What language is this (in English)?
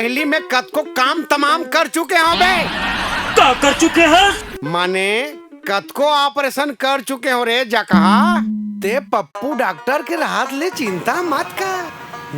Chhattisgarhi